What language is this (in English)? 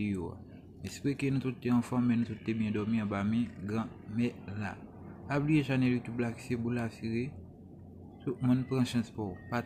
Haitian Creole